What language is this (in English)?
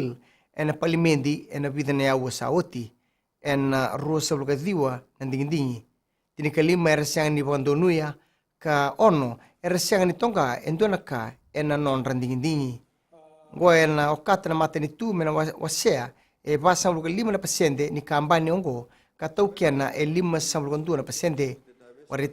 Fijian